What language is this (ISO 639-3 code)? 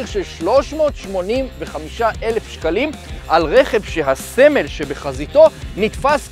heb